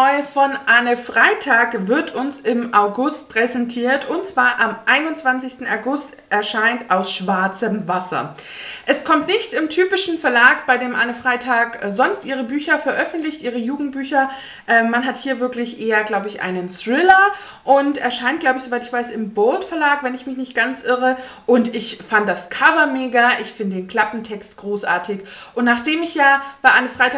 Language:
German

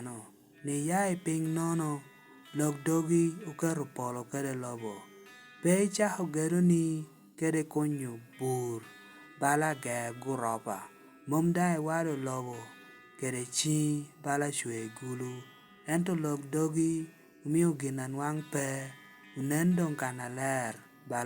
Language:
Lango (Uganda)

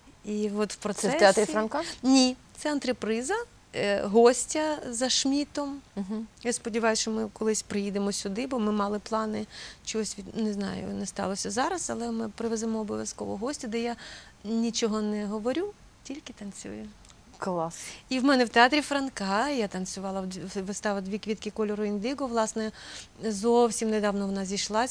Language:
Ukrainian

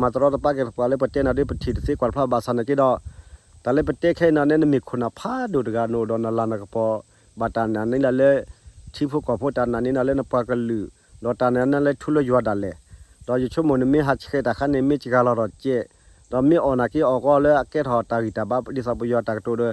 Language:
S'gaw Karen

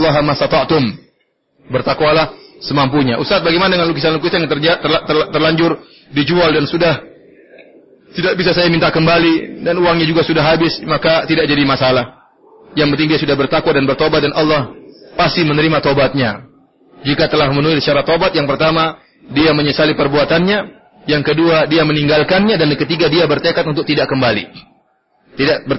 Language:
Indonesian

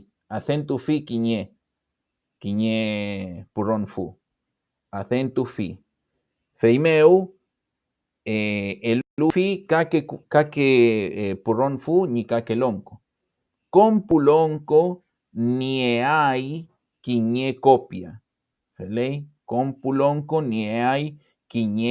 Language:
Mapuche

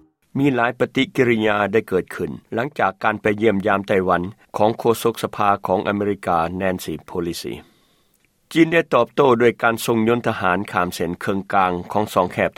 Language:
Lao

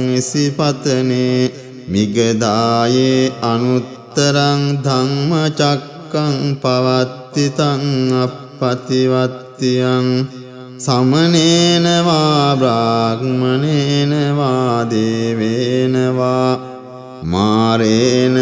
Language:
Pali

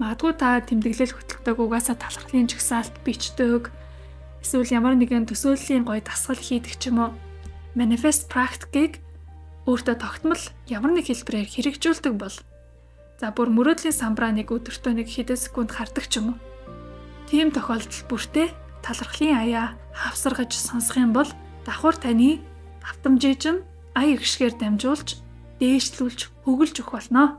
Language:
Mongolian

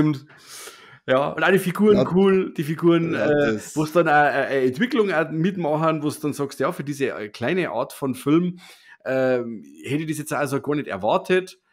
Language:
Bavarian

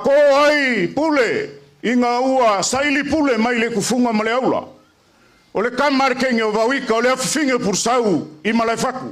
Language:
Samoan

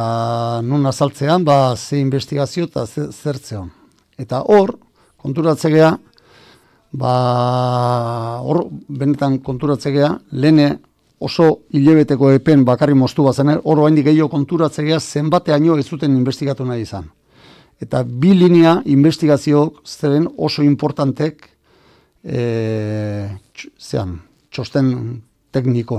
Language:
Basque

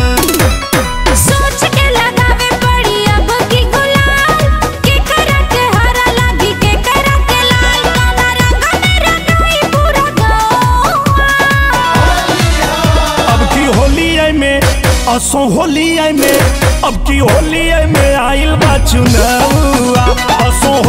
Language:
Bhojpuri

